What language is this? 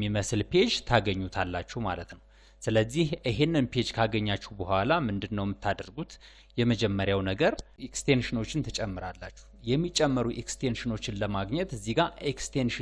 Amharic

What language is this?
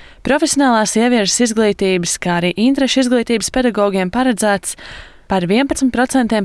Latvian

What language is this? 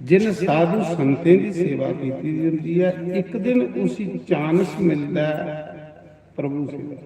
Dogri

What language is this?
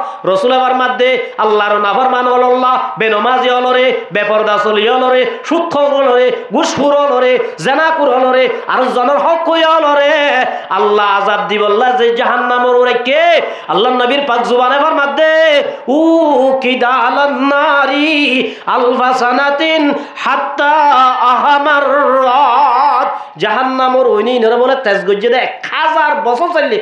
Rohingya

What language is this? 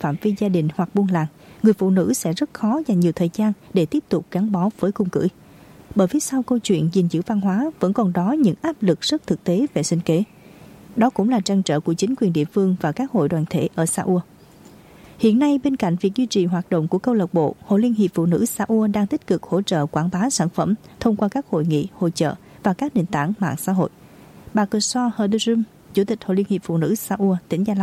Vietnamese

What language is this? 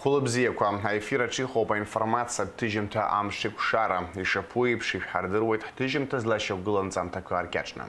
Abkhazian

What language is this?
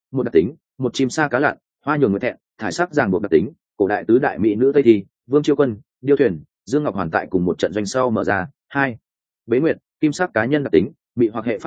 Vietnamese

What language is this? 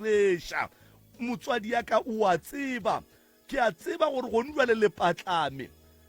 Northern Sotho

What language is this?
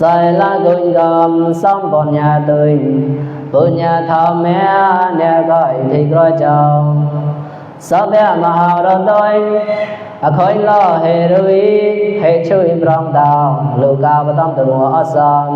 Mon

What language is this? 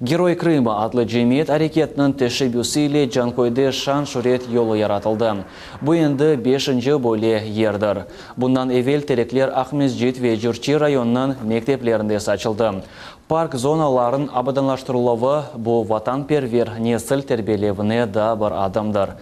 Crimean Tatar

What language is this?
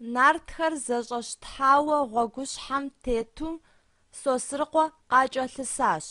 Kabardian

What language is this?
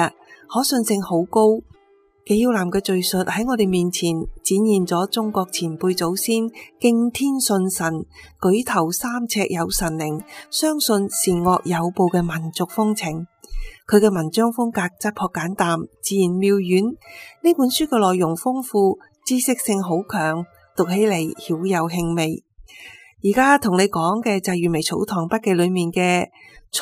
Cantonese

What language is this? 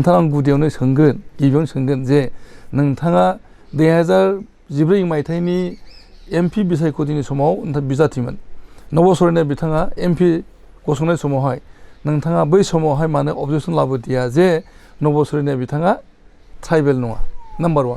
Bodo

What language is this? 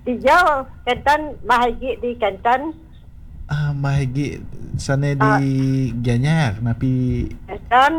Balinese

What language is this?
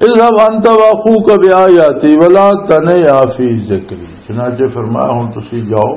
Western Panjabi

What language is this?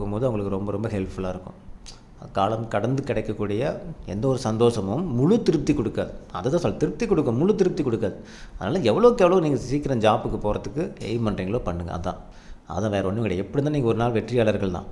Tamil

